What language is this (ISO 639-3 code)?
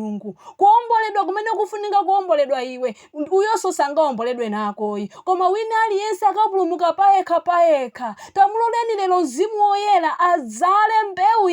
nya